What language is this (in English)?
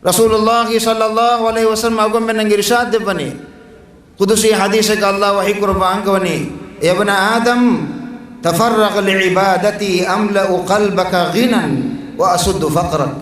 Divehi